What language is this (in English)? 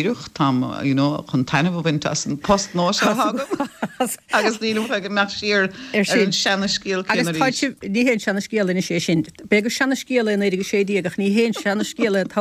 Irish